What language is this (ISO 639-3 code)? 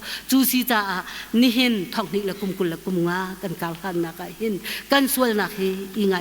cnh